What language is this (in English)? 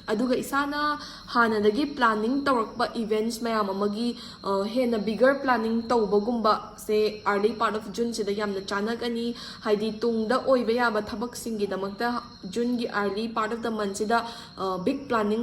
Manipuri